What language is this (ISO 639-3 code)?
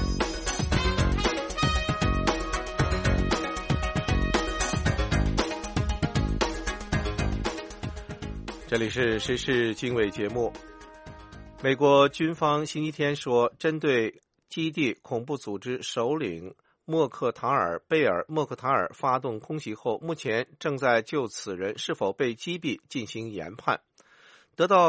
zho